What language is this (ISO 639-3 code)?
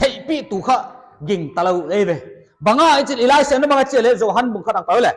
pck